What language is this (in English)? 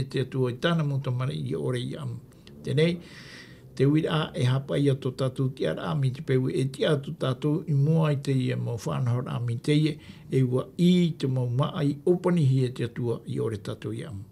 Tahitian